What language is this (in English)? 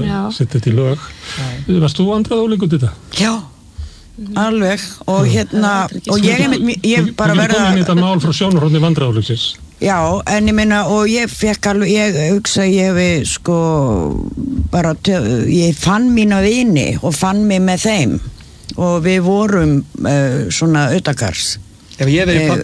Icelandic